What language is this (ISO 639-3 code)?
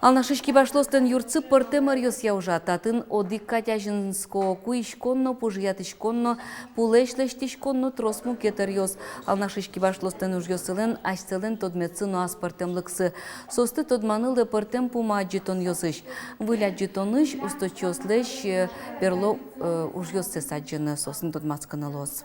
udm